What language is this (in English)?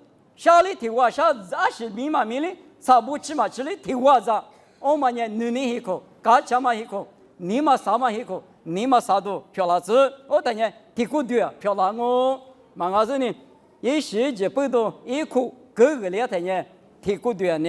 Lisu